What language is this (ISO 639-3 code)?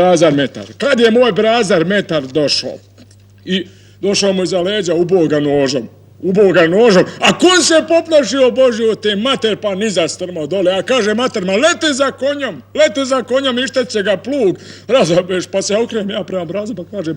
bos